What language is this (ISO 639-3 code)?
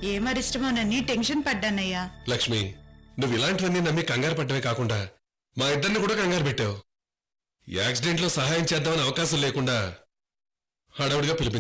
tel